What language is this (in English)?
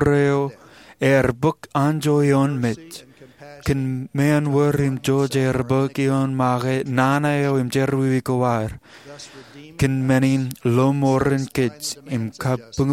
Marshallese